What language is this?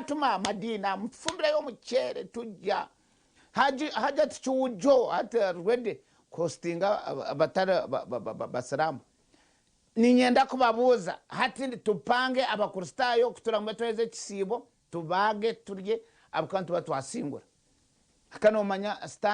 Nyankole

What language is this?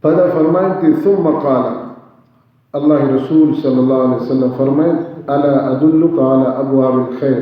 Baluchi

